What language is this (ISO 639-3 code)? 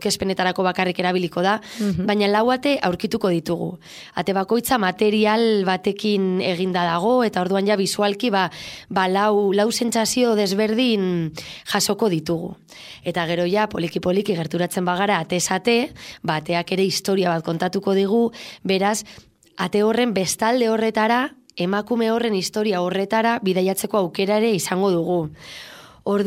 eus